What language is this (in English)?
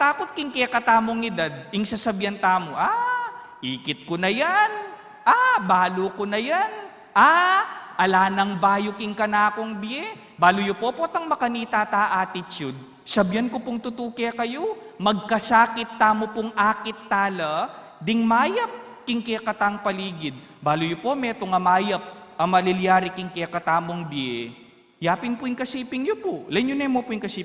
Pampanga